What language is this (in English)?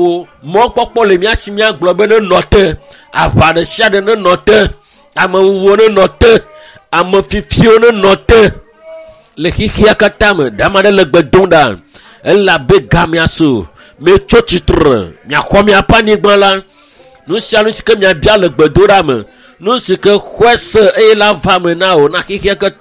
Ewe